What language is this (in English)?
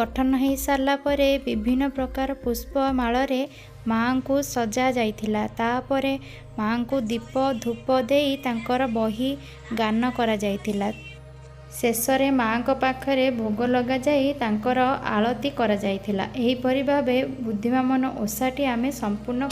Odia